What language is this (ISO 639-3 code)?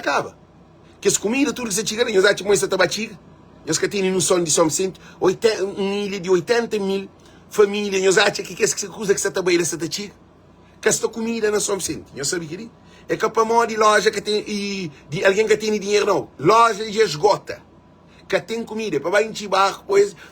kea